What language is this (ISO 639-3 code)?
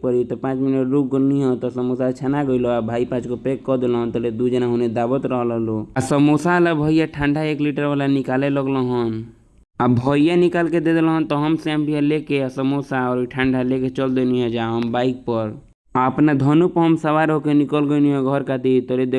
bho